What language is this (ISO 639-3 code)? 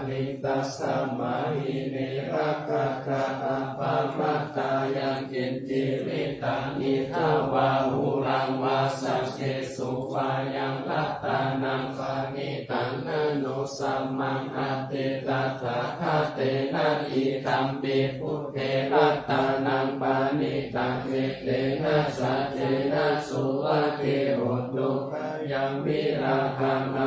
pli